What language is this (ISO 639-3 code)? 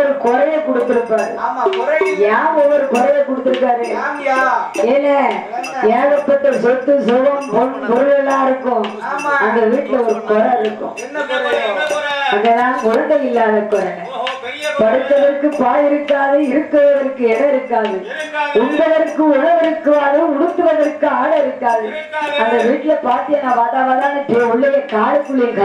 tam